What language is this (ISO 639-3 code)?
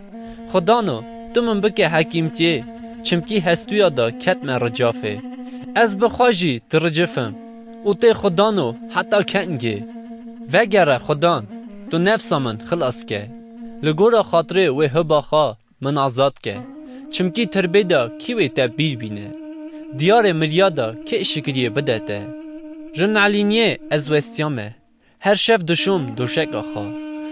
kur